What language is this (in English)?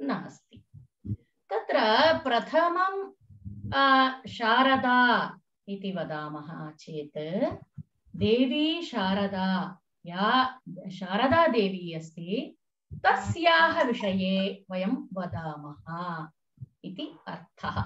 Sanskrit